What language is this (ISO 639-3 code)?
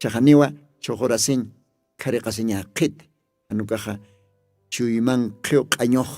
aym